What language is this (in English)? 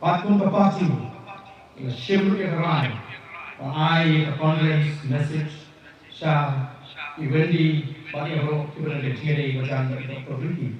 Khasi